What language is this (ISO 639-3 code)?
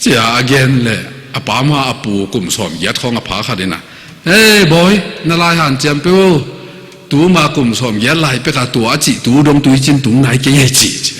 ctd